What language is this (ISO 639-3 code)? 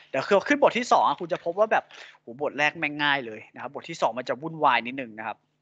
tha